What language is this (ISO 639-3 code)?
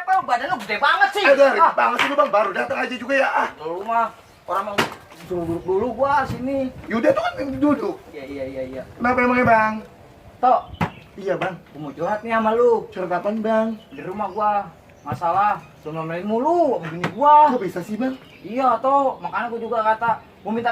bew